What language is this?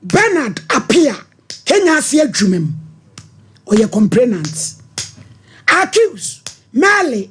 Akan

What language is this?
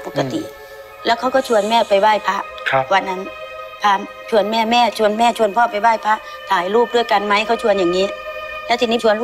Thai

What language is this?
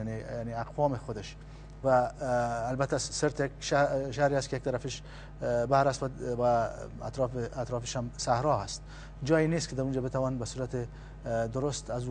Persian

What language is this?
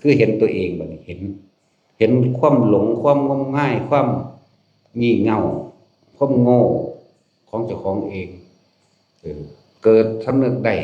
Lao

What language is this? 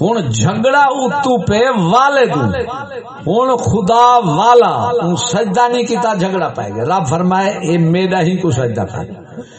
Saraiki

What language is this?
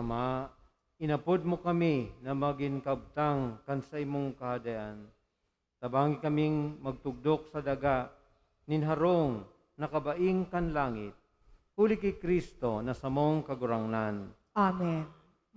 Bikol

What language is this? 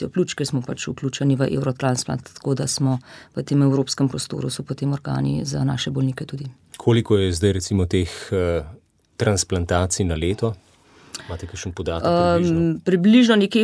Slovenian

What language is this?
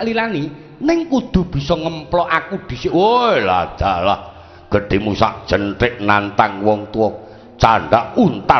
Javanese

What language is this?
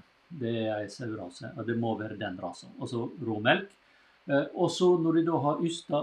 Norwegian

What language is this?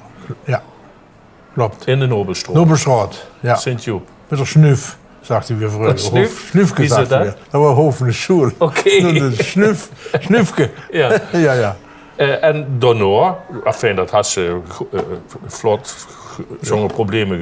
Limburgish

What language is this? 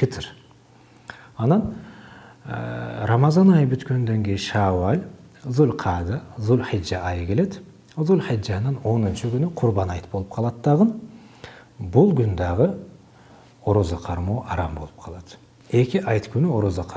Kyrgyz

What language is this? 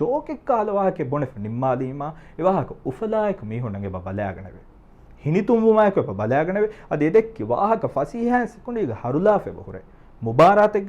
Divehi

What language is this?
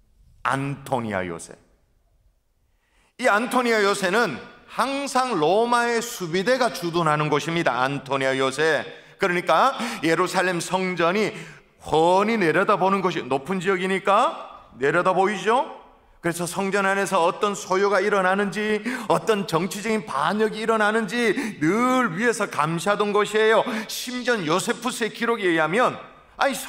Korean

